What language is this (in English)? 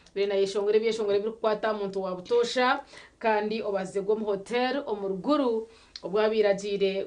Nyankole